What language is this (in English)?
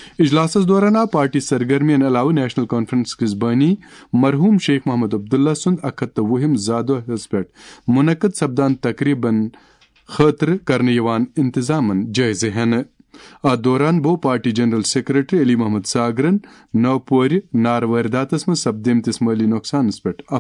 Kashmiri